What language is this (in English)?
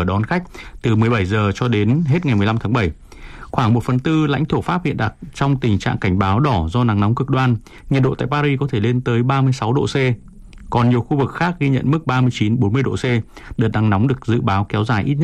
Vietnamese